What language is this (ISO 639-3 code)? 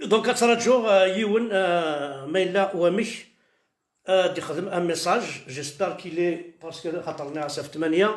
kab